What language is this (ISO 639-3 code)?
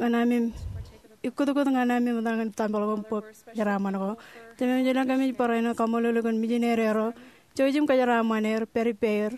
mah